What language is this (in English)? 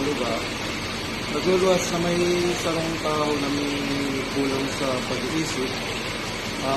Bikol